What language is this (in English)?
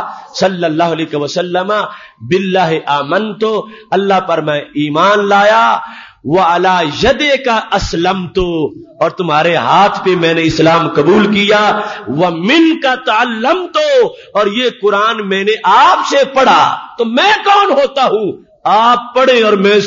Urdu